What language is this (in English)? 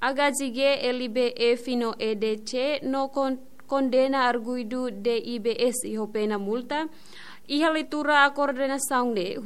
Tetum